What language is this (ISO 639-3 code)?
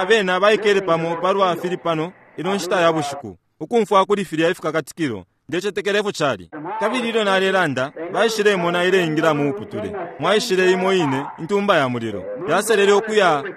bem